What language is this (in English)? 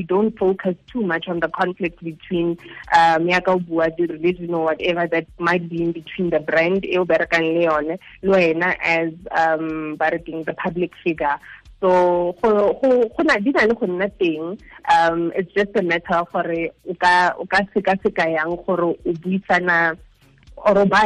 Tswana